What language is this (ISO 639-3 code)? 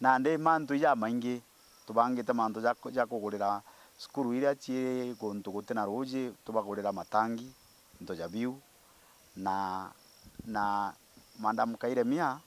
mer